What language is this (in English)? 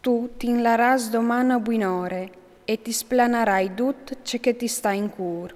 Friulian